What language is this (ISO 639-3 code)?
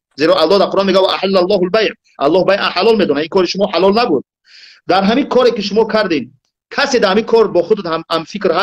tgk